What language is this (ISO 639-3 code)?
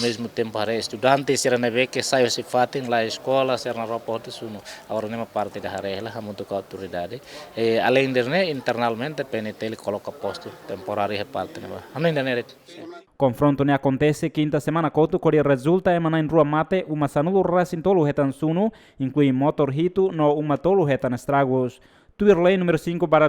tet